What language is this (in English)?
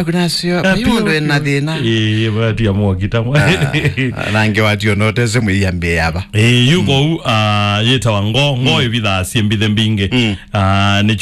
Kamba